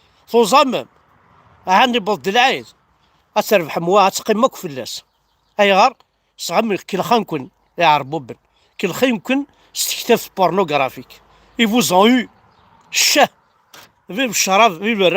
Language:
Kabyle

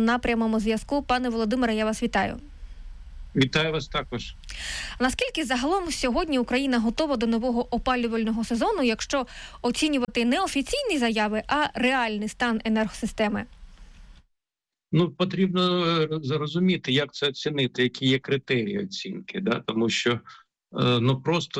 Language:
Ukrainian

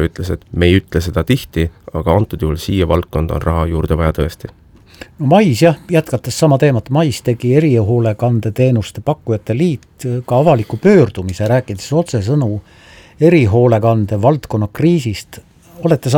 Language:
Estonian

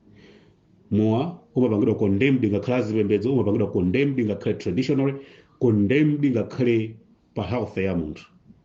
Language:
Nyanja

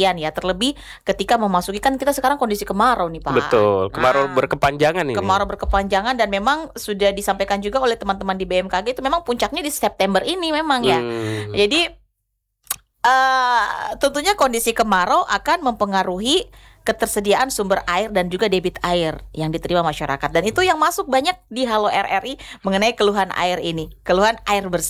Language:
Indonesian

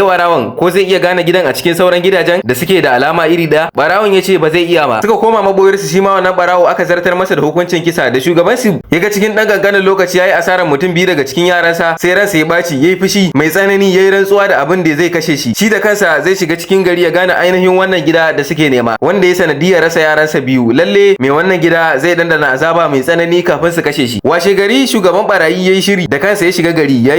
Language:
Hausa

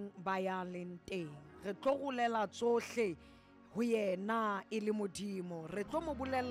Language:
Southern Sotho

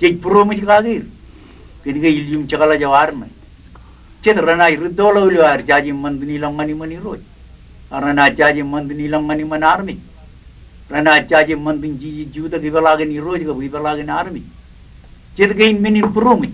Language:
Marshallese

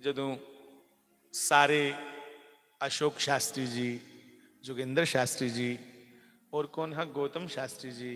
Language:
Dogri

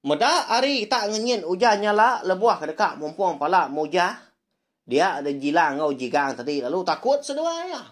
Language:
Iban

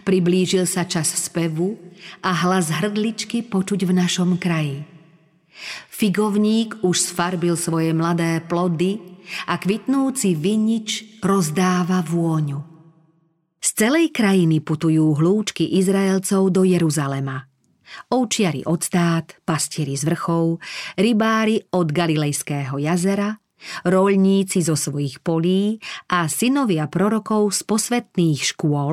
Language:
Slovak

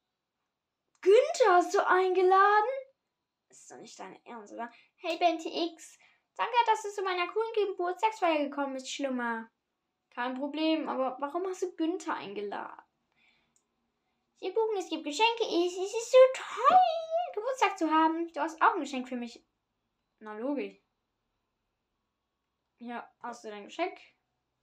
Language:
German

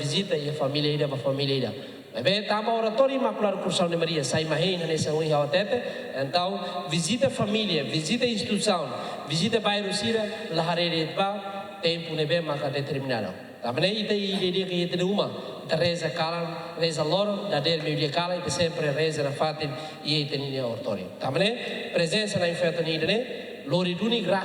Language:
Tetum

